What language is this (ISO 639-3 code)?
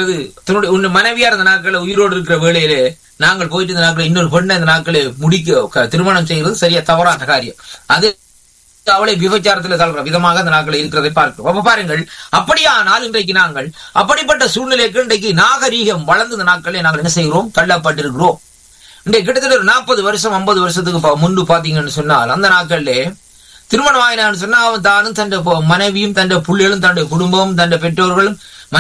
tam